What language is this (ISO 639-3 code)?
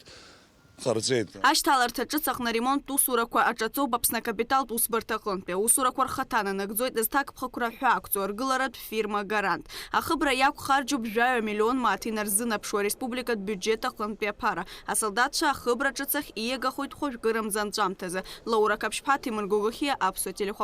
abk